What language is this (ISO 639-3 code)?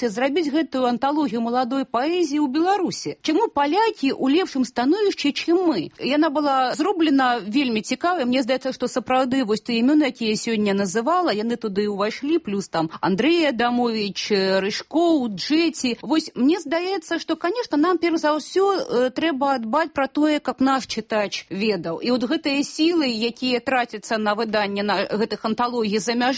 bel